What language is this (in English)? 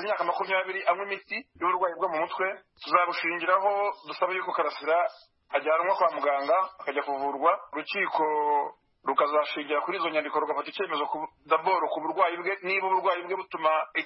Kinyarwanda